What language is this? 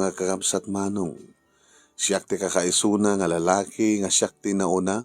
Iloko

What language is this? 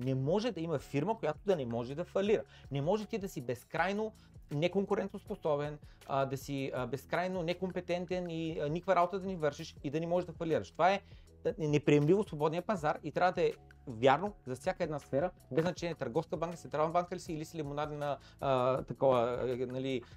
Bulgarian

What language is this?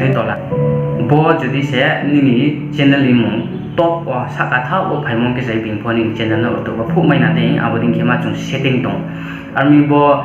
Riang (India)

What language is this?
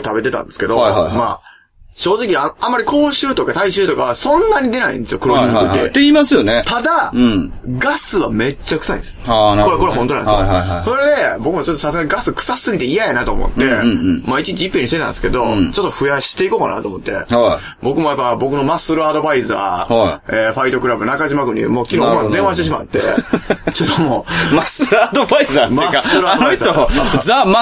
Japanese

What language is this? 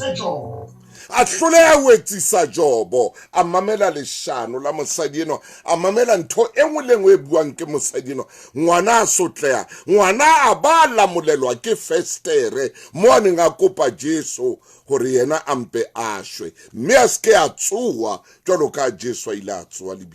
Southern Sotho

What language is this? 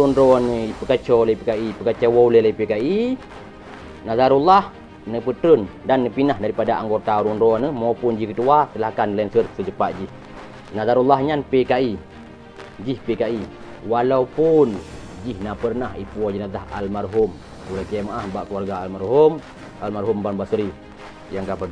Achinese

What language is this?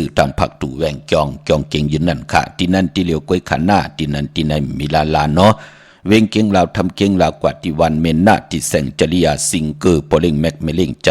Shan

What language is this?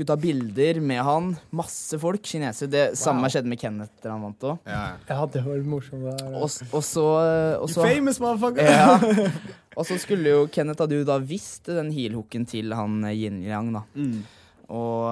Norwegian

